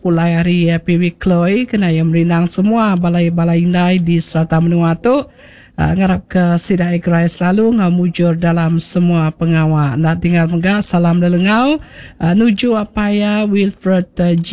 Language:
Iban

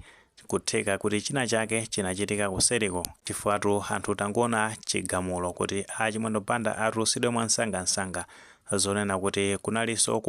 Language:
Nyanja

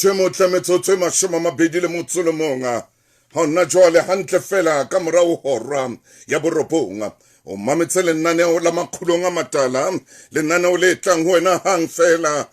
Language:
Southern Sotho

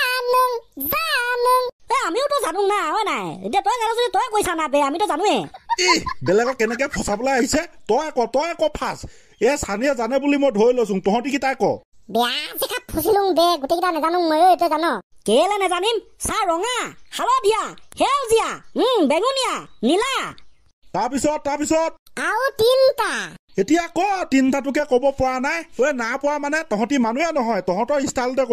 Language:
Assamese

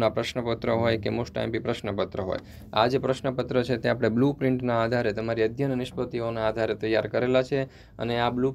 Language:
Gujarati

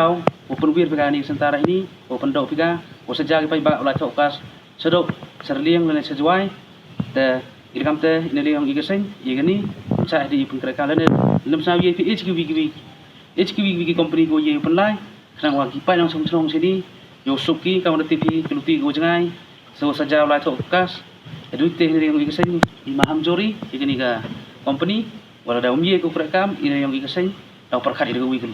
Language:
Pnar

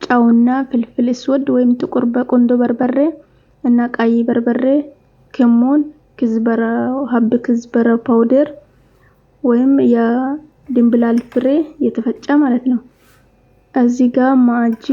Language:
Amharic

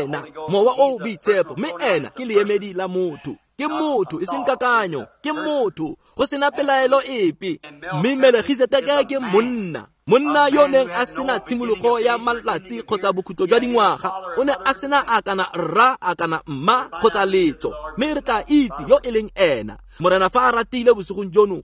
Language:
Tswana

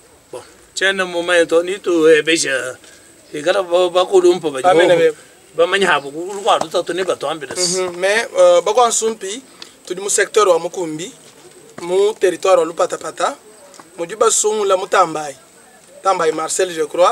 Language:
Luba-Lulua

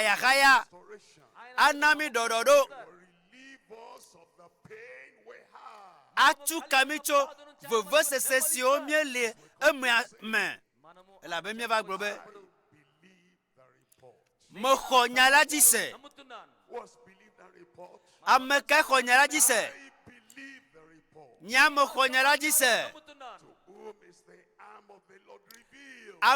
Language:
Ewe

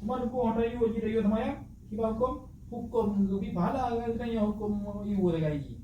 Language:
Achinese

